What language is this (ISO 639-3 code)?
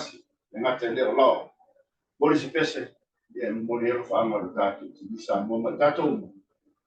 smo